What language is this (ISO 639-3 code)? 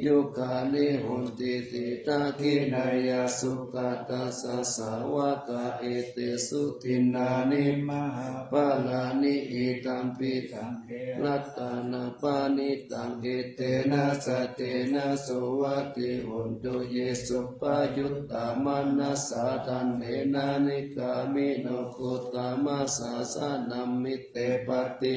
pli